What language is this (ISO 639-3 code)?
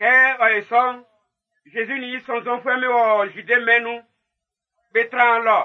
bci